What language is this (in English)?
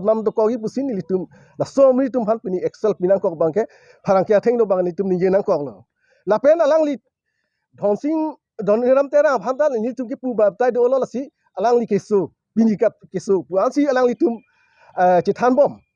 Karbi